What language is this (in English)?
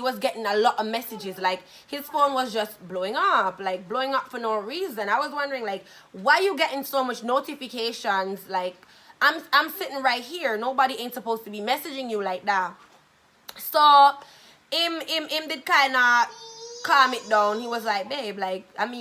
Jamaican Creole English